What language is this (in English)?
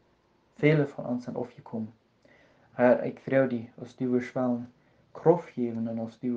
Plautdietsch